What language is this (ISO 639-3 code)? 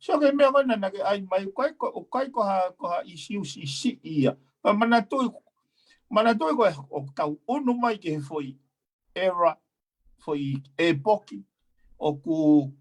ton